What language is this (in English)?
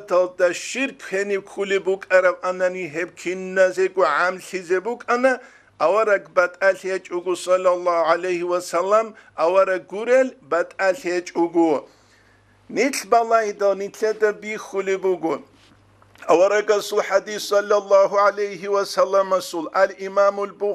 Avaric